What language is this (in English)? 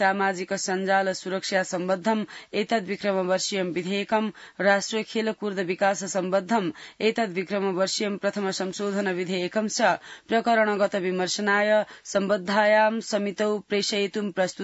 Sanskrit